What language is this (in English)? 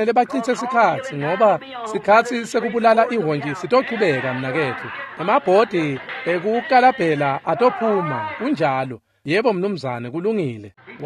Swati